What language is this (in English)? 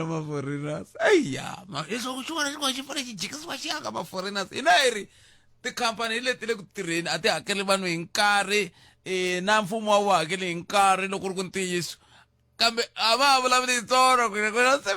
Tsonga